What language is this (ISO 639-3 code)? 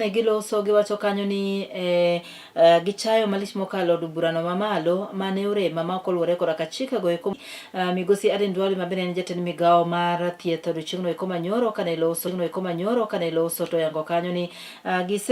luo